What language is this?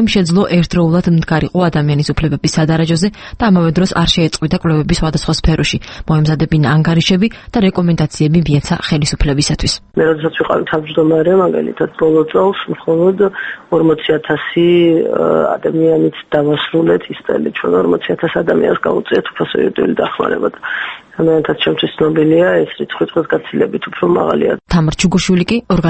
Georgian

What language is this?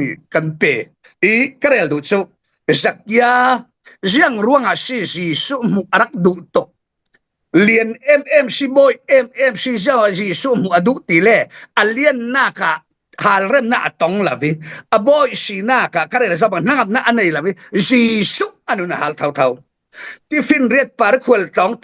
Falam Chin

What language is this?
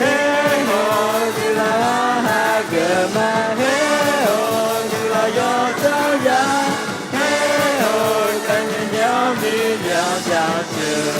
Akha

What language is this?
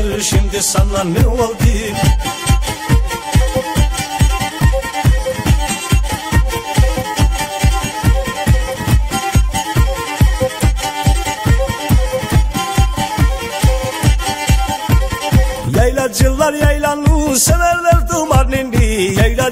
Turkish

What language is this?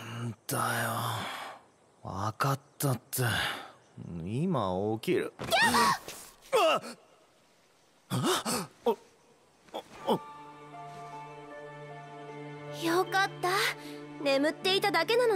Japanese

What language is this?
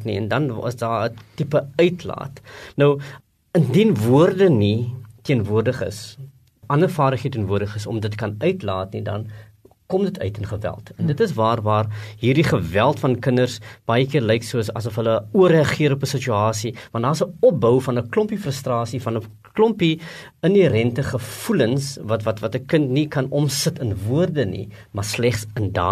Afrikaans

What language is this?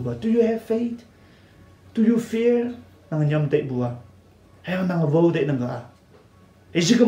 Konyak Naga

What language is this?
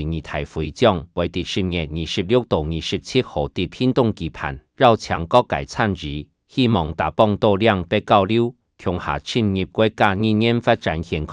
Hakka Chinese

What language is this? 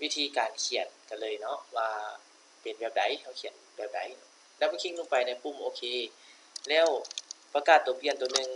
Lao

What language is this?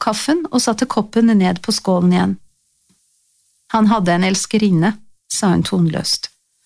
Norwegian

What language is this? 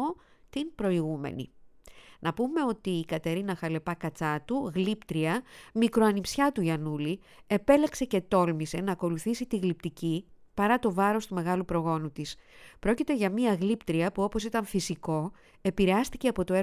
Greek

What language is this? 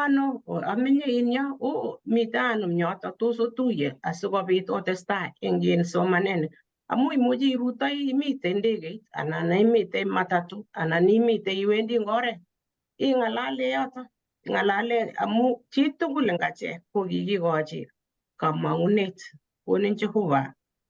Kalenjin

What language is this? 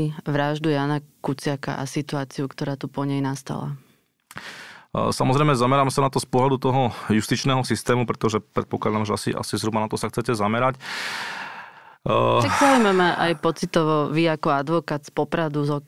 Slovak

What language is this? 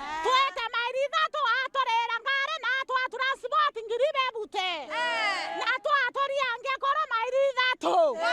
Meru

